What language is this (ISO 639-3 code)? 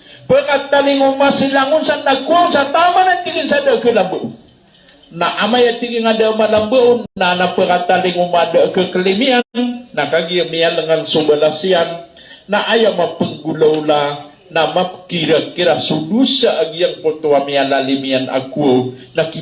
mrw